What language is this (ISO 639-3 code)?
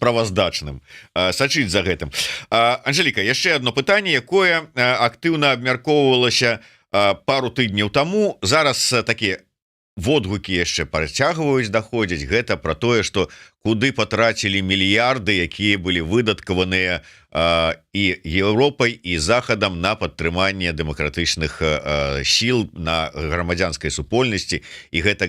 bel